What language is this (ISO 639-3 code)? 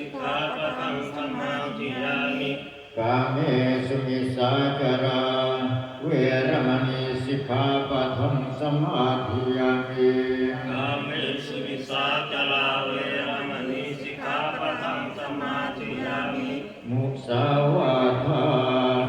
pli